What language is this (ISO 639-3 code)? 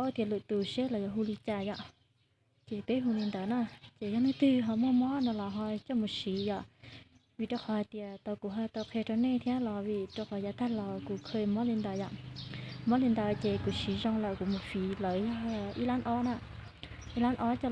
hmn